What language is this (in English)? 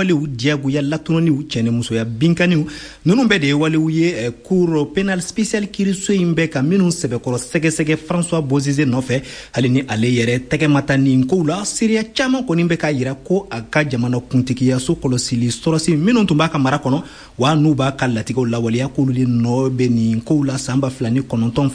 Bambara